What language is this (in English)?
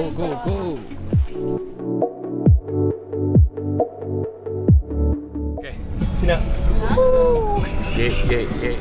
Burmese